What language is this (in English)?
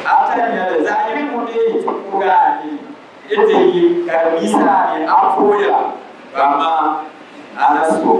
Dagbani